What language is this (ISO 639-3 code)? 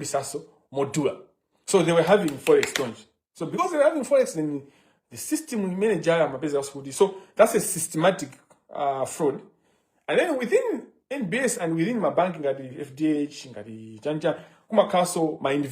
nya